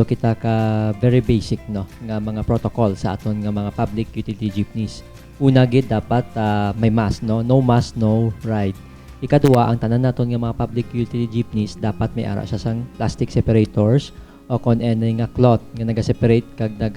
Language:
Hiligaynon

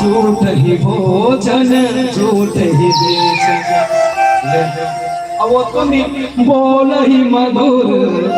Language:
Chhattisgarhi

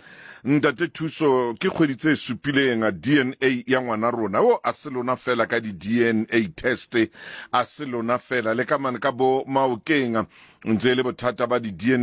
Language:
Southern Sotho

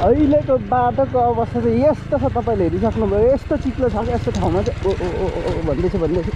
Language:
Nepali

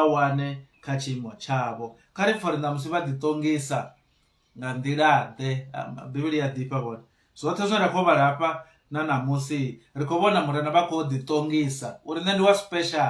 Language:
Venda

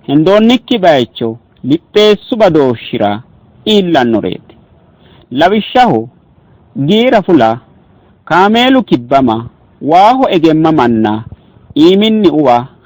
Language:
Sidamo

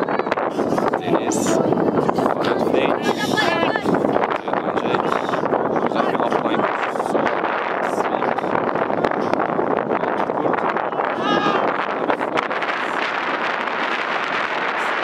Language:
Turkish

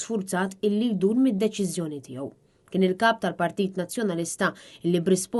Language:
Maltese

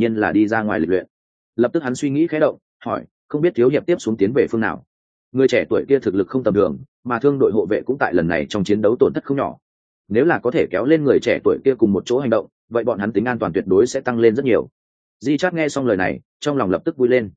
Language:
Vietnamese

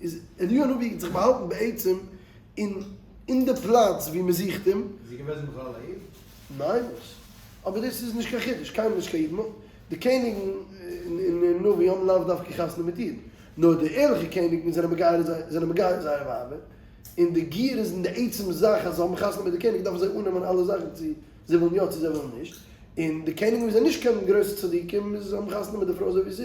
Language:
Yiddish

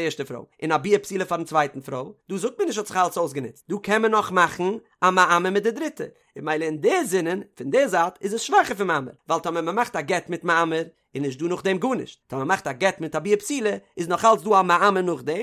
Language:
Yiddish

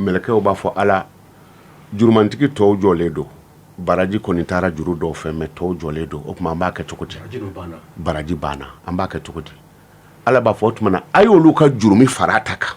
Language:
Bambara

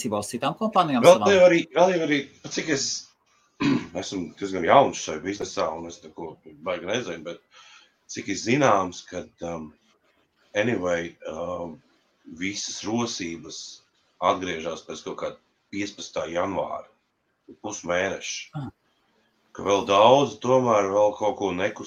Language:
Latvian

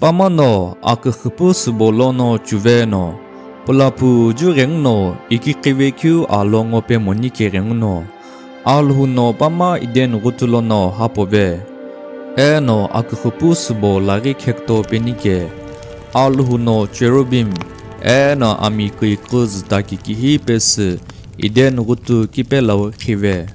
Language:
Sumi Naga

